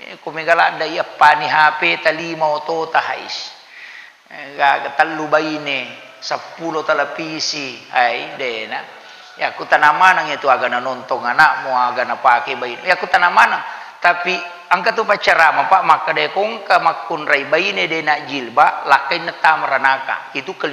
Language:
Buginese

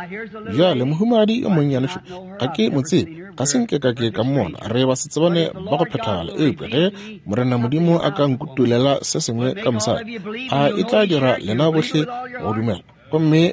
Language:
Northern Sotho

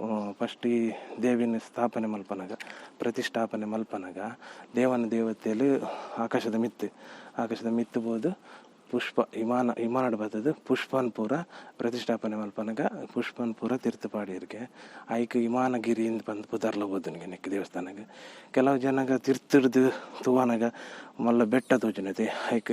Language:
Tulu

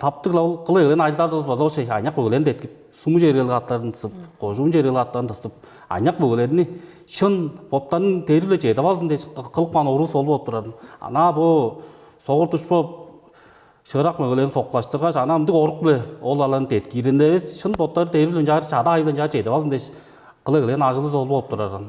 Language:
Tuvinian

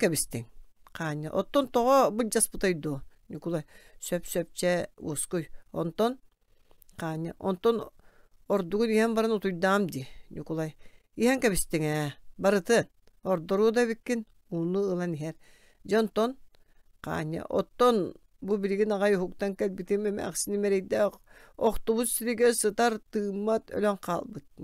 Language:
Yakut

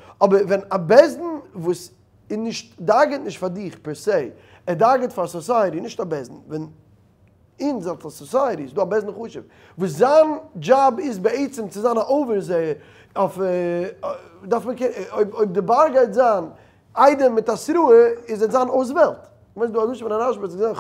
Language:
Yiddish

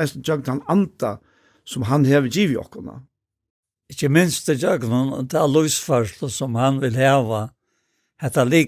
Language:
Faroese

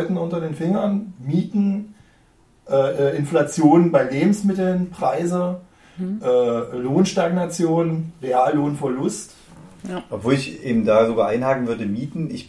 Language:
German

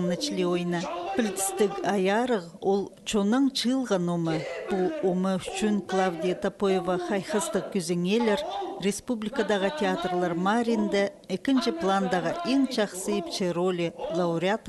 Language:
Khakas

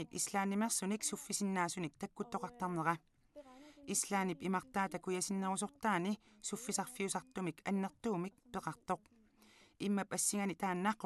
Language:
Kalaallisut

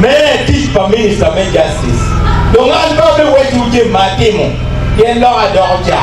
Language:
Acoli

